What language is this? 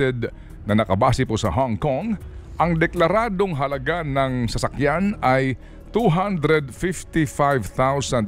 Filipino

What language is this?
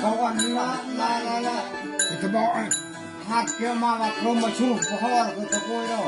Eastern Bru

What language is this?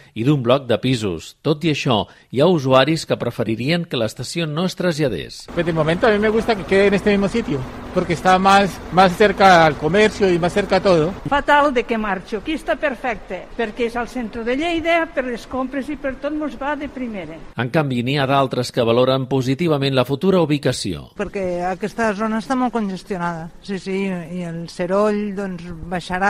Catalan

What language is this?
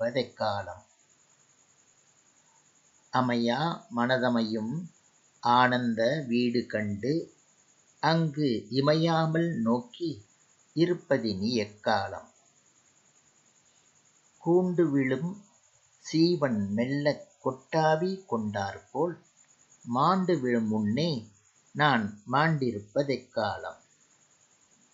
Tamil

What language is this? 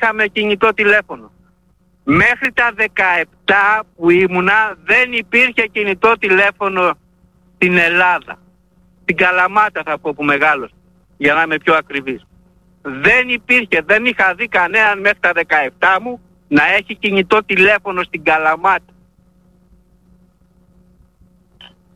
Greek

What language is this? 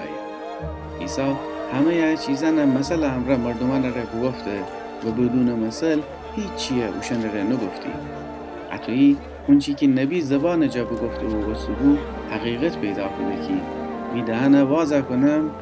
Gilaki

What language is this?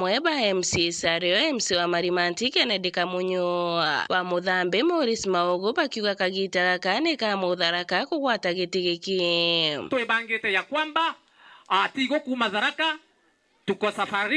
Meru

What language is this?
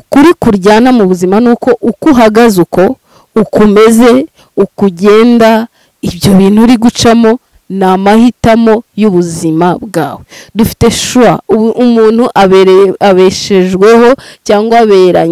Kinyarwanda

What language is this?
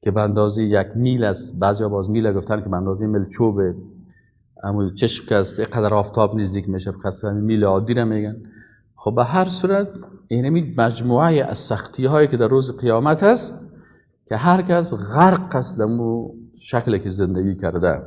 Persian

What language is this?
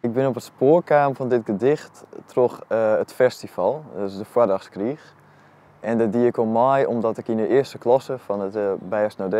Western Frisian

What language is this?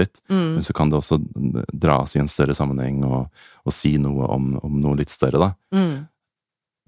Norwegian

